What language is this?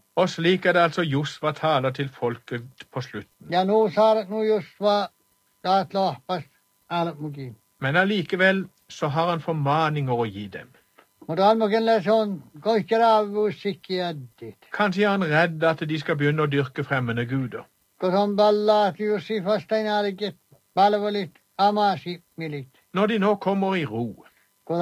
Norwegian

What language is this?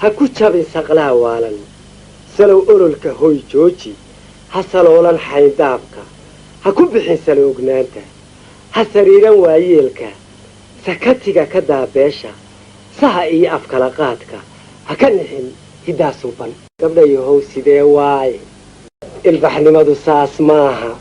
Somali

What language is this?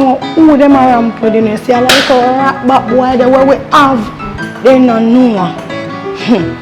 Jamaican Creole English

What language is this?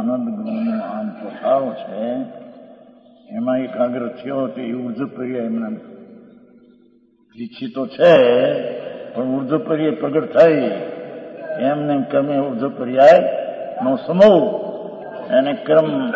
Gujarati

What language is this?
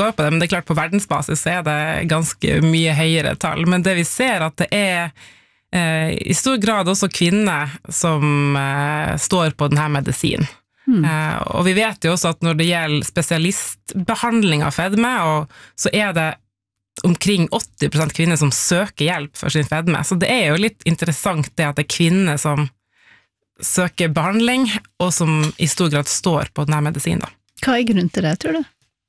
Norwegian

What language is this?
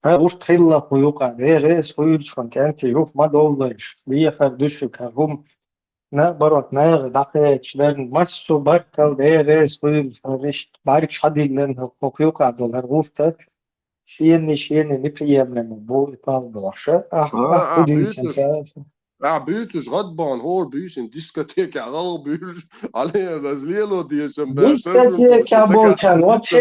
Chechen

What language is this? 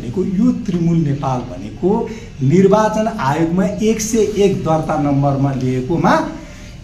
Nepali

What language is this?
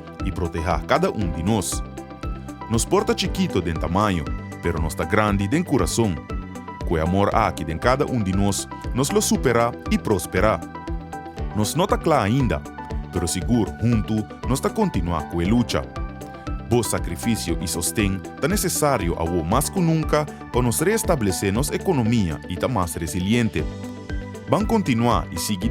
Papiamento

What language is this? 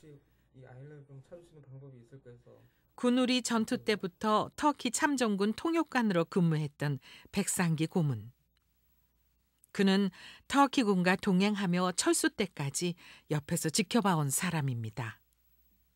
Korean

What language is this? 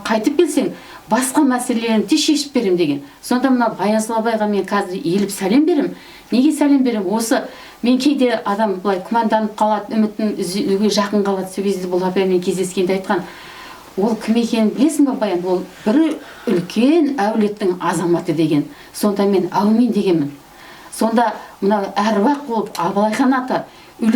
Kazakh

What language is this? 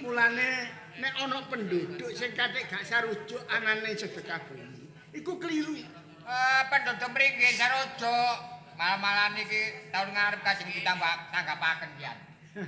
Javanese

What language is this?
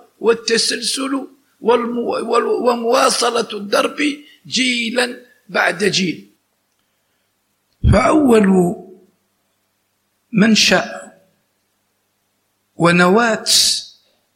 Arabic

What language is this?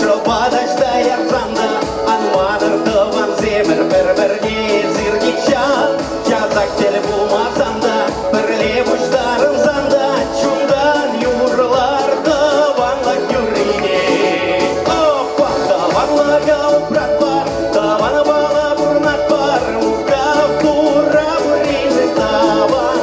Chuvash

